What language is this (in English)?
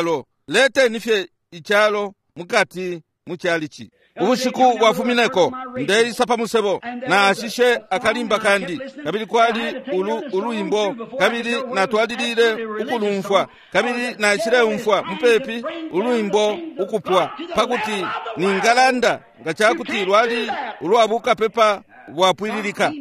Bemba